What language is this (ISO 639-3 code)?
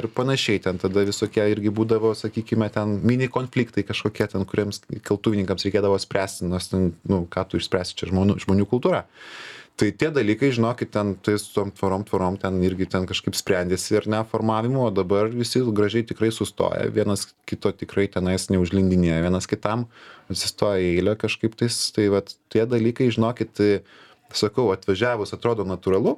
lit